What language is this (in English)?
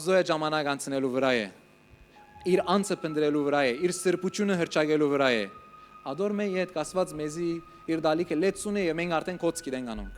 Western Armenian